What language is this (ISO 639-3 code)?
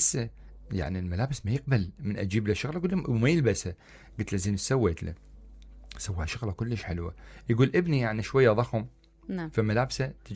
acm